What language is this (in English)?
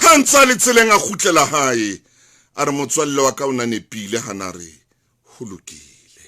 Southern Sotho